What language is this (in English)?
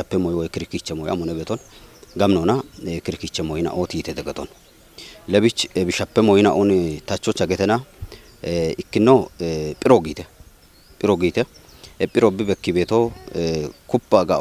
Kafa